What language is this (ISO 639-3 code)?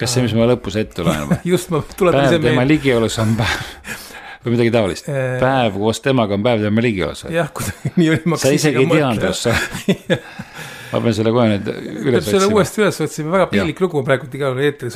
est